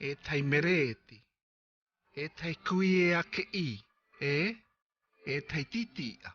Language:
South Marquesan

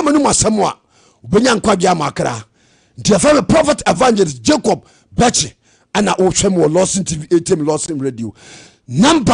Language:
Akan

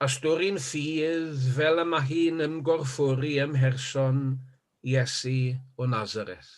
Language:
Welsh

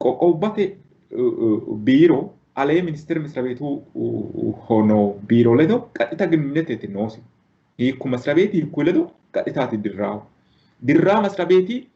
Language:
Sidamo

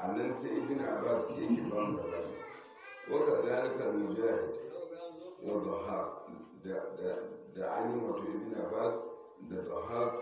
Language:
Hausa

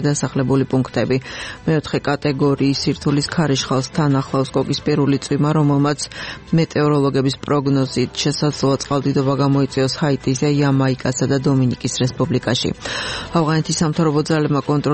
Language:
Georgian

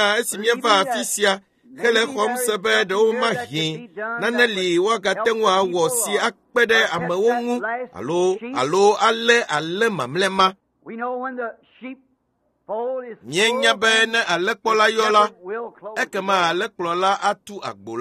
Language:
Ewe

